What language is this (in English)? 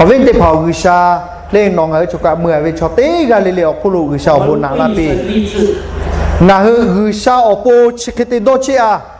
Lahu